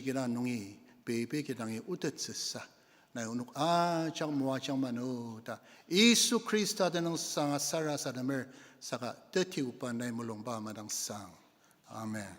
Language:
Ao Naga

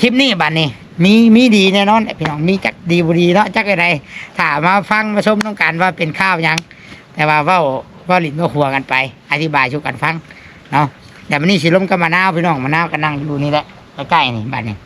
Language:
Northeastern Thai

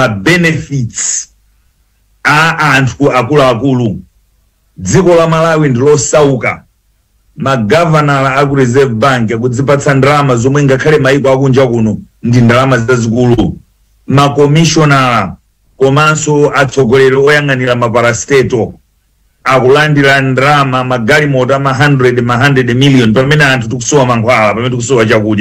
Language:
Nyanja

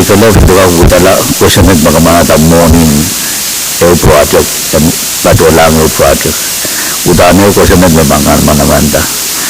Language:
Pohnpeian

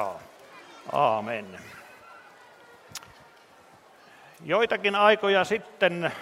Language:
Finnish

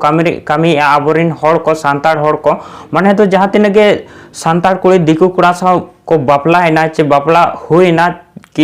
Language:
Santali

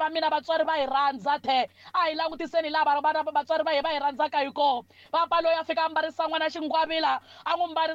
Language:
Tsonga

